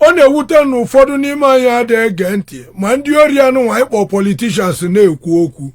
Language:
Igbo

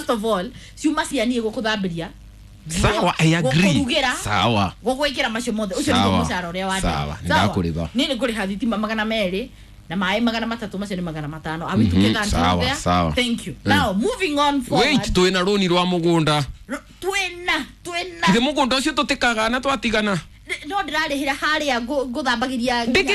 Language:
Kikuyu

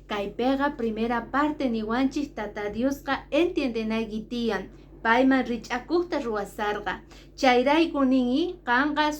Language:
Quechua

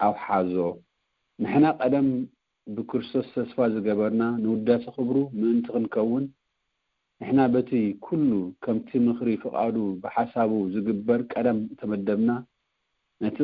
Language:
Tigrinya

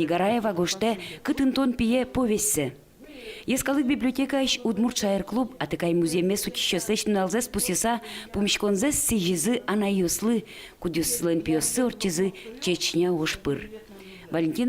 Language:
Udmurt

